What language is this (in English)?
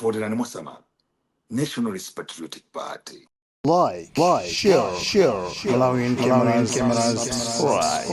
Nyanja